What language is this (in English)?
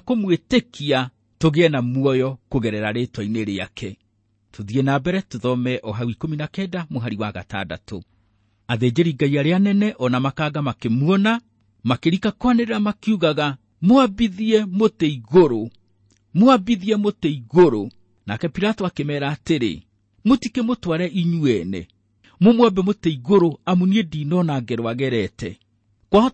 Kikuyu